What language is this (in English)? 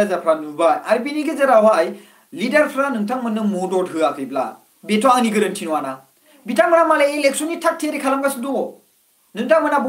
Bodo